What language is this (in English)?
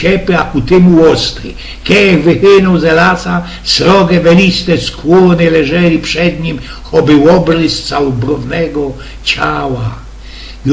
Silesian